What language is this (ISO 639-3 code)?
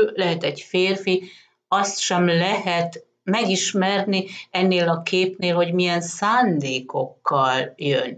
hun